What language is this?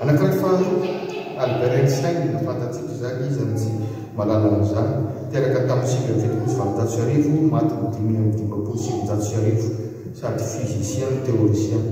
Malagasy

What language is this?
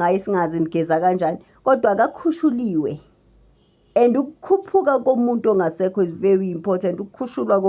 Zulu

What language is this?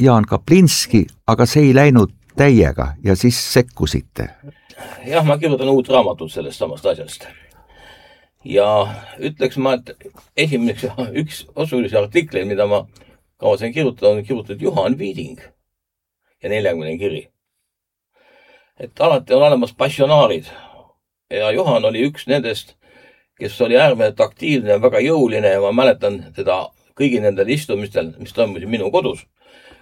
Estonian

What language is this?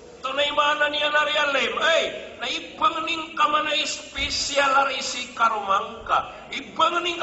Maranao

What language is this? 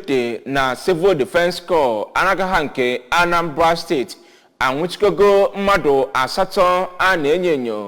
Igbo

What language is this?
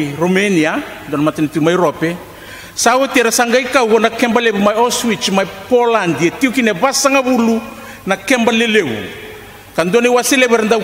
Fijian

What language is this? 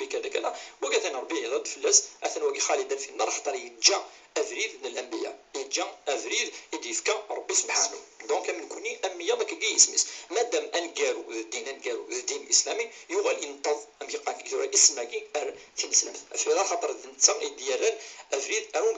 Kabyle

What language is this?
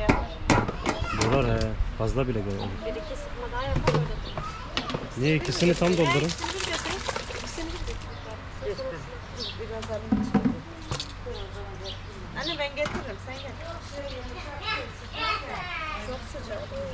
Turkish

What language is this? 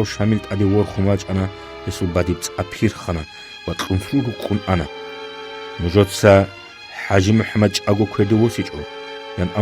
Avaric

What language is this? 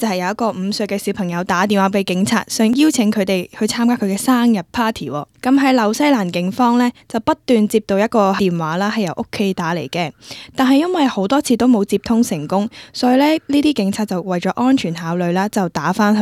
Cantonese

